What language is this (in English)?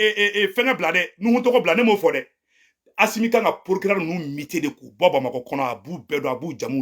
Bambara